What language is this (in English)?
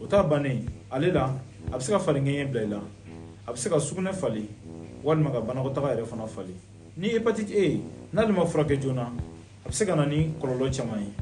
Bambara